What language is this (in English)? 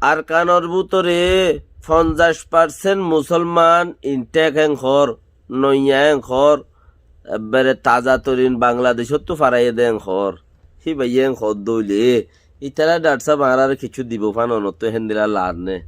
Rohingya